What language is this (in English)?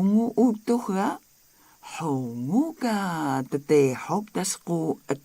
Atayal